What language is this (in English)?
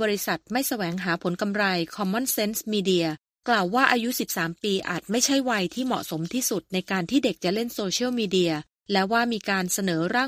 Thai